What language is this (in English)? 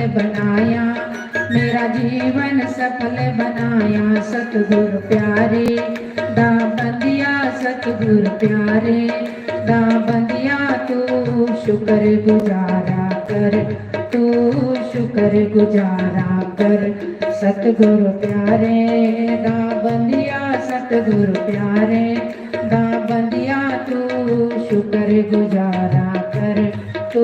Dogri